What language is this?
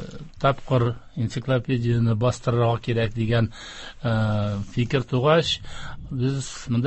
Tatar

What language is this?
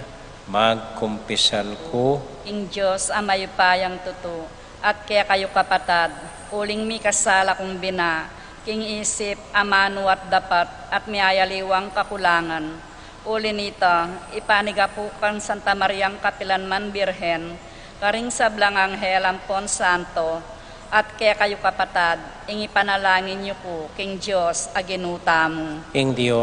Pampanga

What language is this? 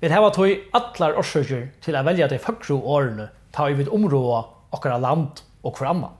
Faroese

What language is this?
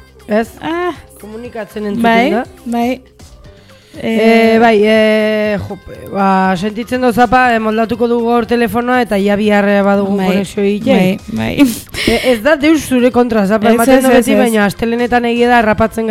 Basque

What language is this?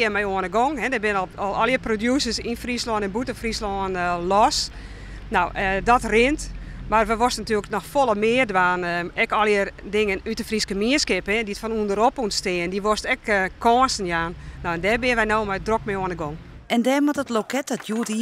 Western Frisian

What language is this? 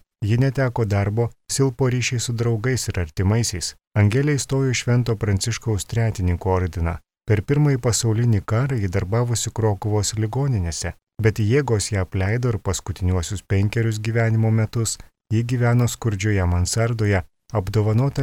Lithuanian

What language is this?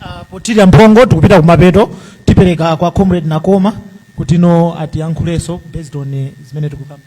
Nyanja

